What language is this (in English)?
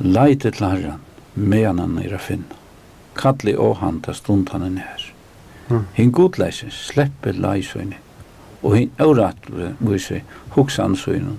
Faroese